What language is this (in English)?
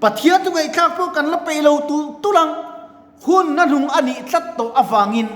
Mizo